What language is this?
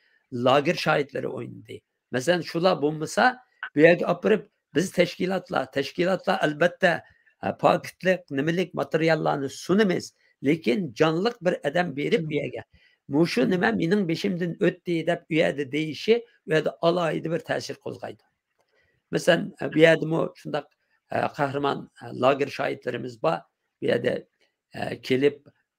Uyghur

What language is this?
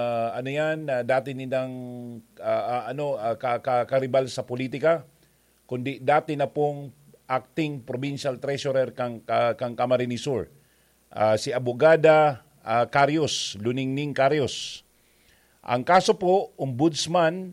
Bikol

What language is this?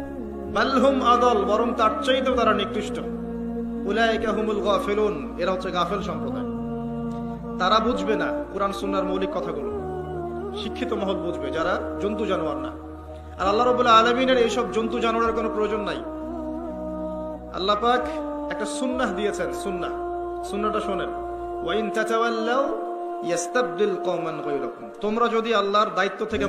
Bangla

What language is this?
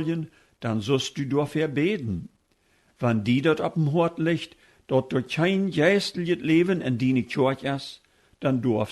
Plautdietsch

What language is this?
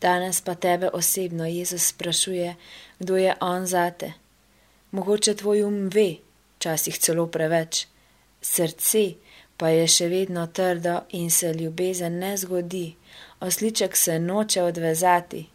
Slovenian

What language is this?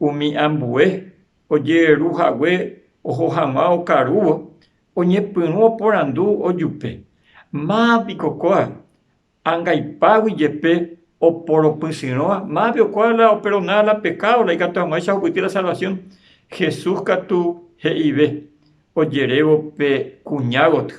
Guarani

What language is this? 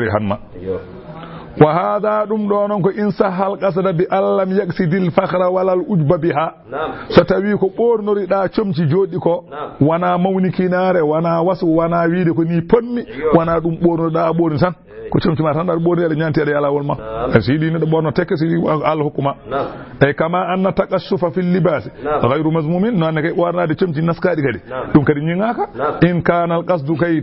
Fula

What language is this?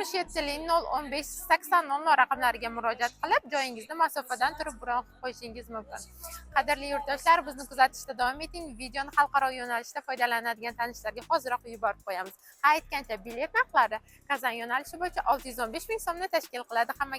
Uzbek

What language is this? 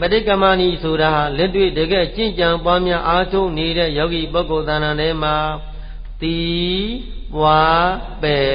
Burmese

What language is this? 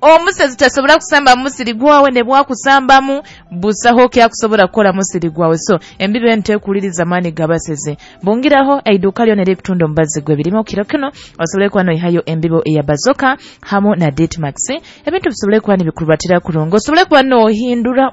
Nyoro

